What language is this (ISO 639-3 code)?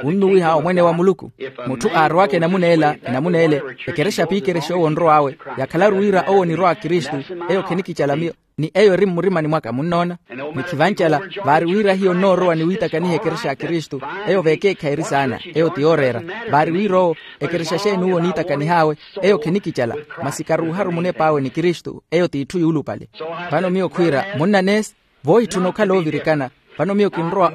vmw